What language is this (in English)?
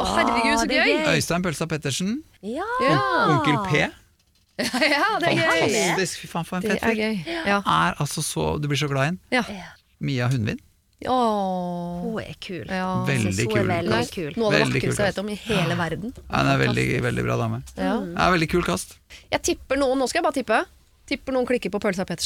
Norwegian